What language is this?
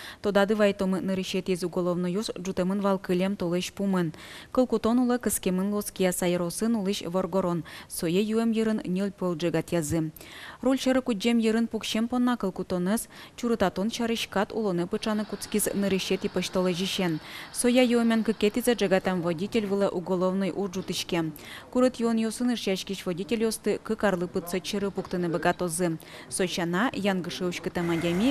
Udmurt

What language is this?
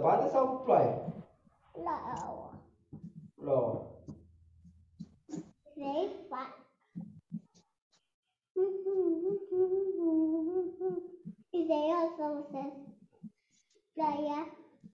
Romanian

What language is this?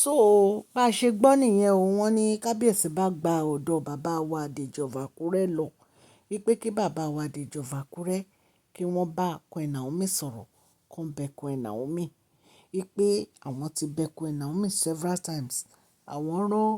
Yoruba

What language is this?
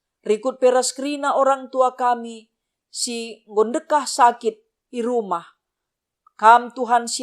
Batak Karo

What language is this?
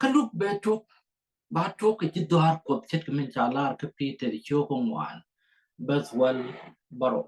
Nuer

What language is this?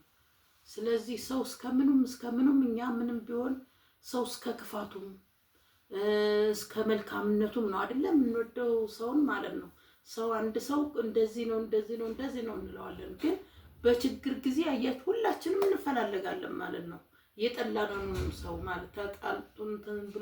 Amharic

